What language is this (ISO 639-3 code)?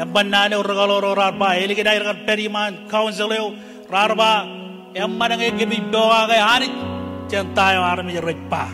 mah